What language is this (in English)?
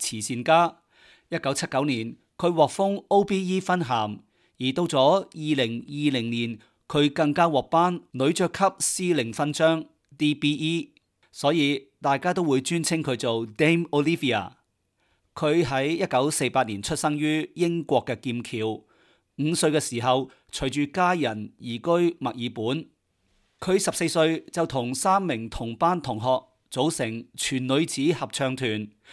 Cantonese